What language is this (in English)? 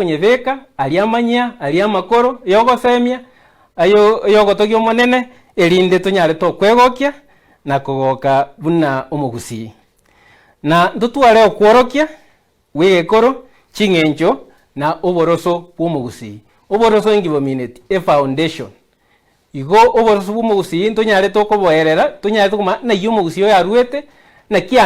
Gusii